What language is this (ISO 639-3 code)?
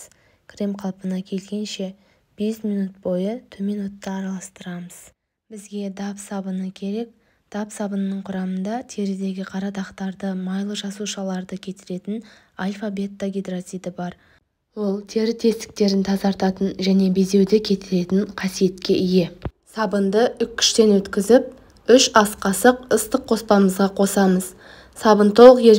kaz